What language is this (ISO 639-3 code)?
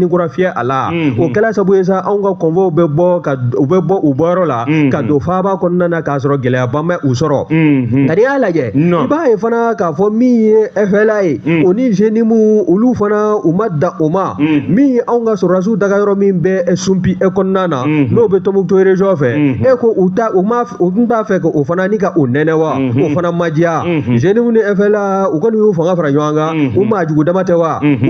bam